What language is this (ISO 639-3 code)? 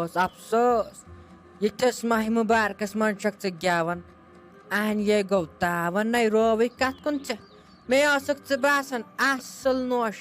kas